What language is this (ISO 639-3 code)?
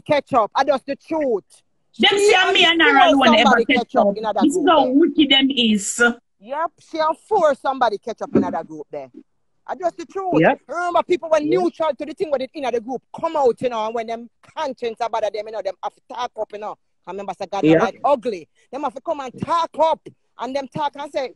jam